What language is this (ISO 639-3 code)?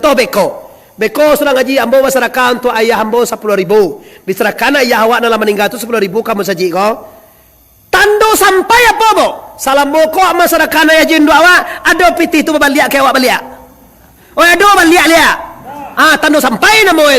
min